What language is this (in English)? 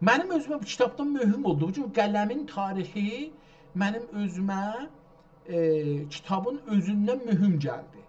South Azerbaijani